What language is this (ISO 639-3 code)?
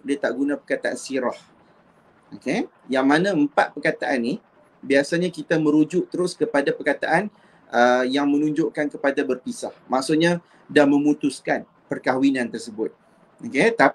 msa